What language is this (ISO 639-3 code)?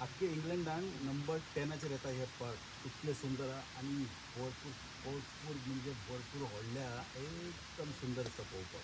kok